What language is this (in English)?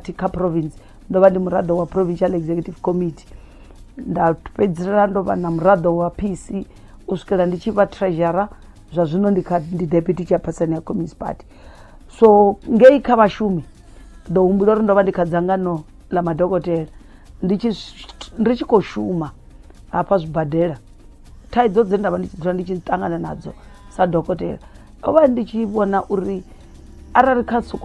Venda